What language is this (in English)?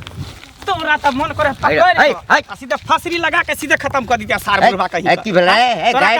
Maithili